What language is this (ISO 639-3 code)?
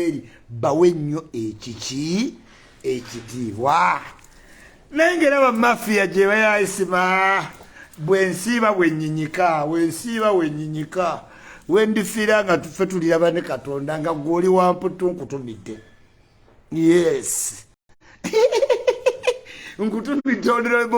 lug